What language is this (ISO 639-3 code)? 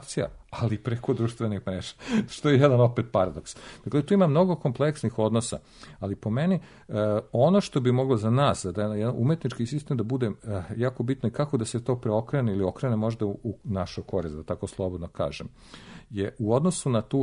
srp